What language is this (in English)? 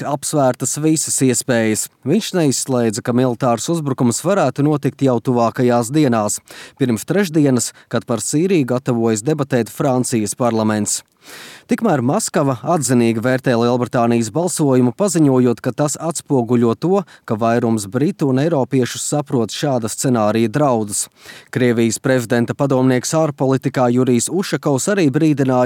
Latvian